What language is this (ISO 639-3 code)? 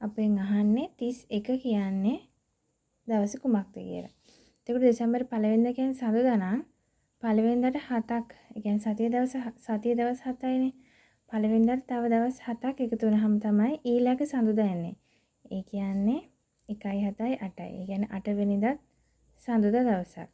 sin